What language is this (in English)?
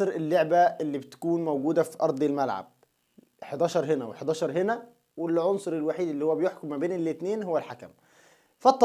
Egyptian Arabic